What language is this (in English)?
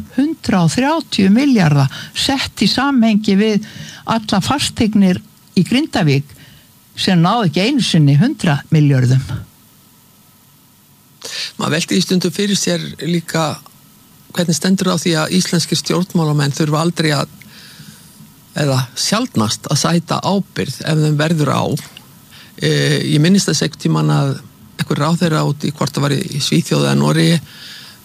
Icelandic